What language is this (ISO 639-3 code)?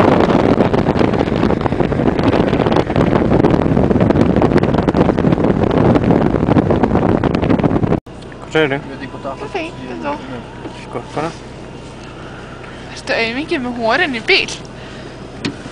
isl